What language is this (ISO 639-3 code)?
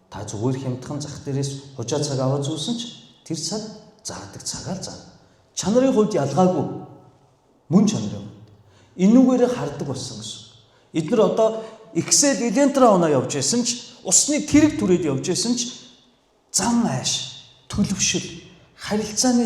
mon